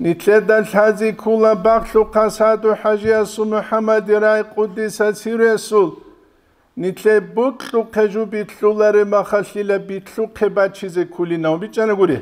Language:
Avaric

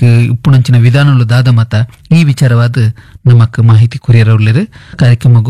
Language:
Tulu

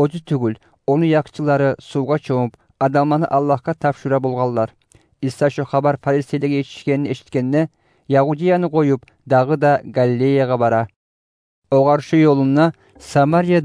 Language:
Kumyk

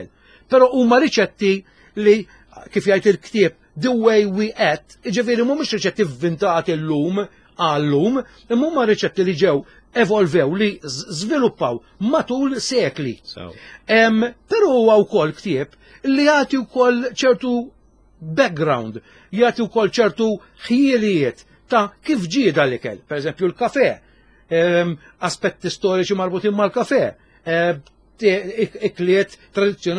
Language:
Maltese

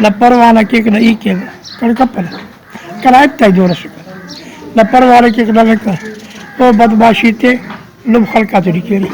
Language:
Brahui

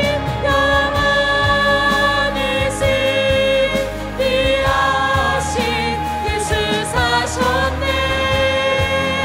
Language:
Korean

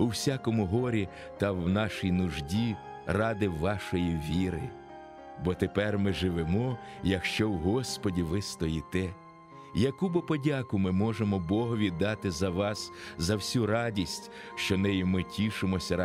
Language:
Ukrainian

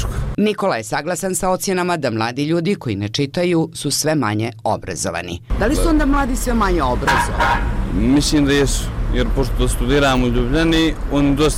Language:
Bosnian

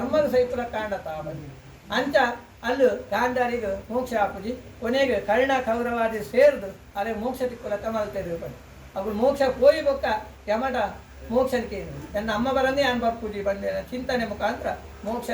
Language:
Tulu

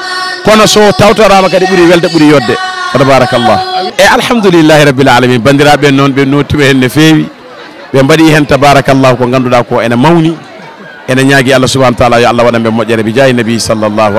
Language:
Fula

